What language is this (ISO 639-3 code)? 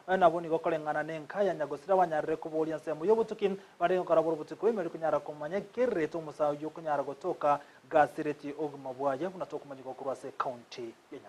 guz